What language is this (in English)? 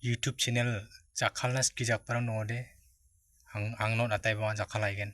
Garo